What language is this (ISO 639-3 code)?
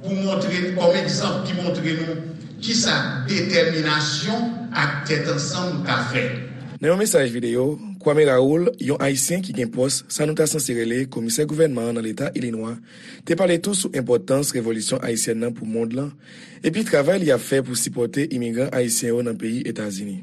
hat